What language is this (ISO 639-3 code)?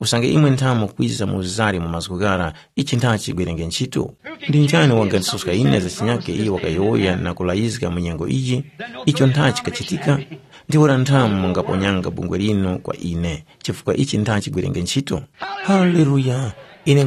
tum